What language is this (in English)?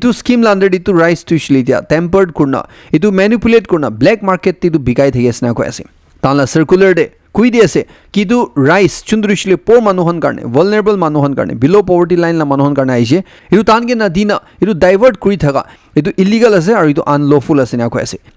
Naga Pidgin